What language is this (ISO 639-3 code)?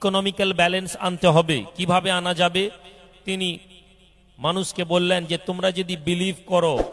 ben